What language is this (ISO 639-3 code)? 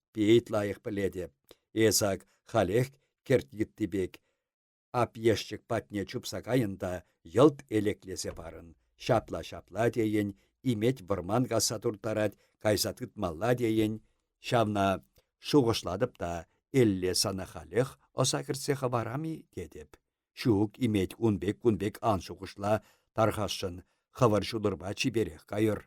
chv